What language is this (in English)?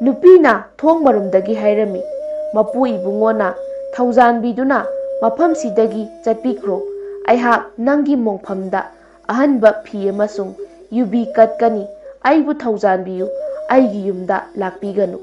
Manipuri